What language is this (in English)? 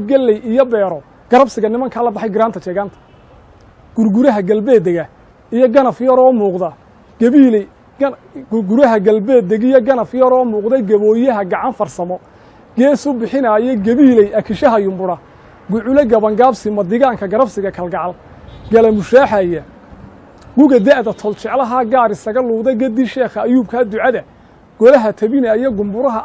Somali